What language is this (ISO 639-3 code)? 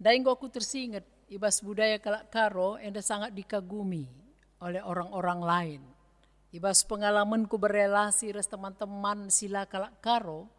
btx